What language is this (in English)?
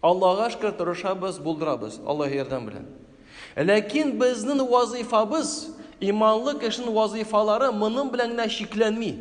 Tatar